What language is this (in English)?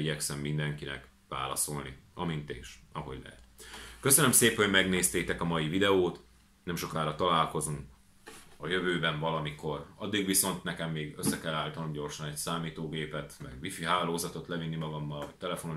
Hungarian